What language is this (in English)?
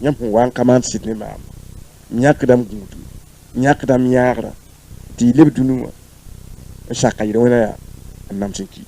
Mossi